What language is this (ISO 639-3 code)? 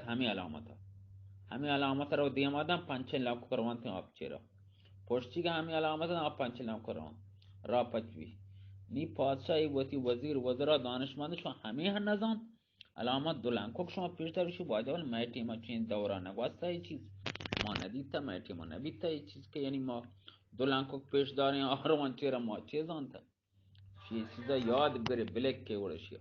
bgp